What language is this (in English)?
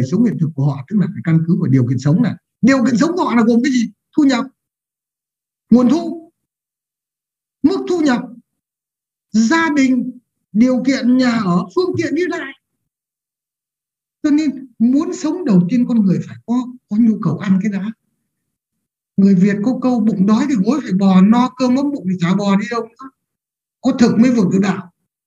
Vietnamese